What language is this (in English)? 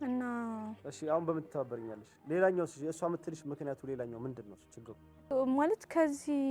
Amharic